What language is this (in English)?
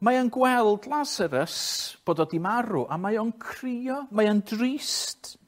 Welsh